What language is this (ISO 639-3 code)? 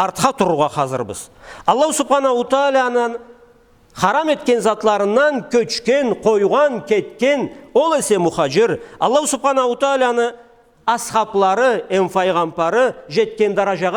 krc